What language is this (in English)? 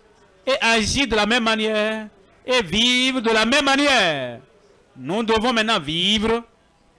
French